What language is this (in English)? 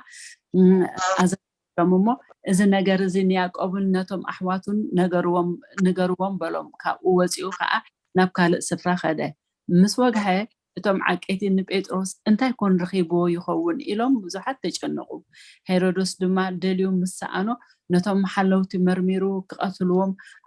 Tigrinya